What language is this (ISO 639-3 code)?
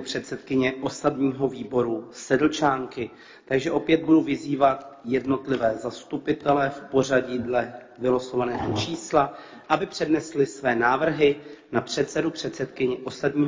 ces